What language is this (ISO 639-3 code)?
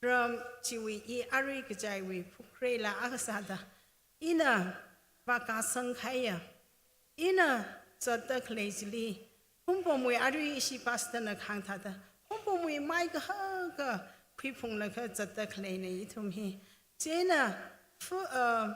nmf